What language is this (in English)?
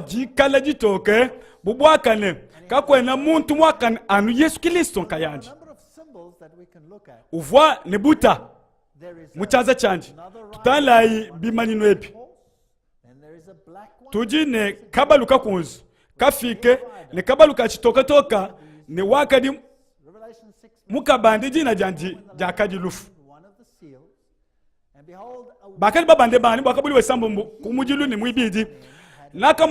Luba-Lulua